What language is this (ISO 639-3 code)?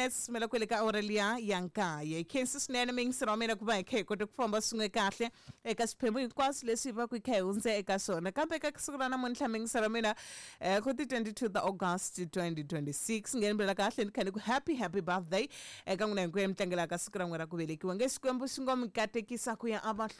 tso